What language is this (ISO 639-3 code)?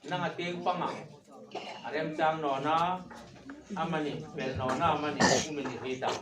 hmr